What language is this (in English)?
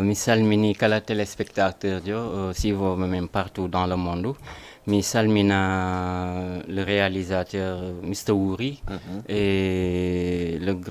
Fula